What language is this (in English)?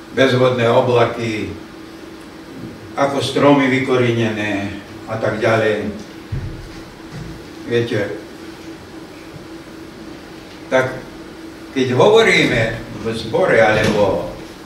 Slovak